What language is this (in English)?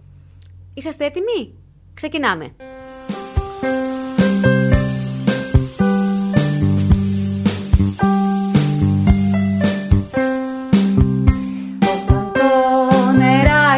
Greek